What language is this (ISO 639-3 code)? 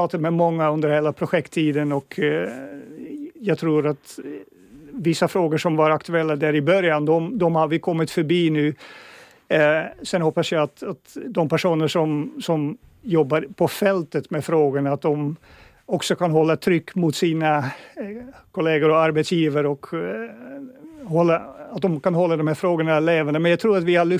swe